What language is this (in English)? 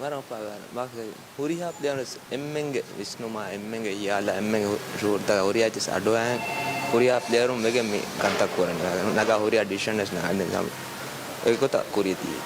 Divehi